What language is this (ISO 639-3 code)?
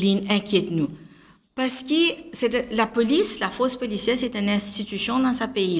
mfe